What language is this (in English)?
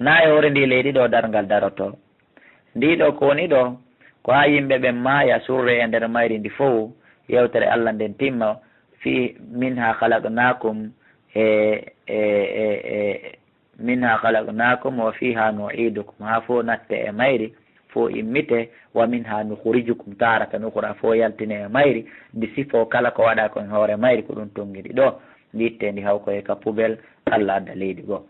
Fula